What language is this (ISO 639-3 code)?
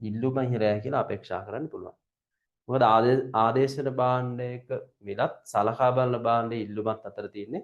sin